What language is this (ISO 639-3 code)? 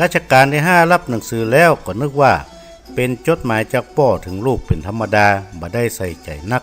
nod